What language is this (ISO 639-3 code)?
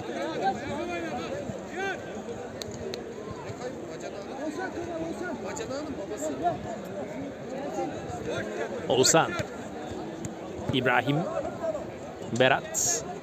tur